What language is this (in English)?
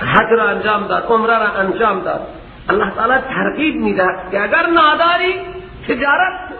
Persian